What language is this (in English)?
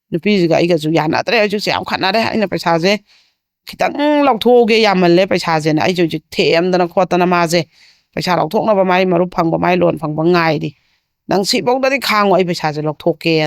Manipuri